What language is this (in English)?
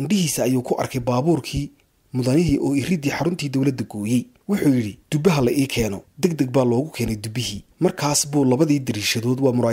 Somali